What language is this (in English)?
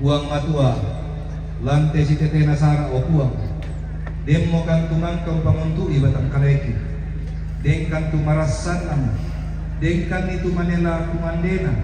Toraja-Sa'dan